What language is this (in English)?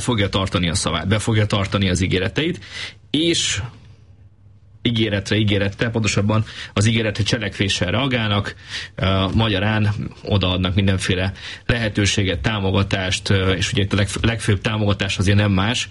Hungarian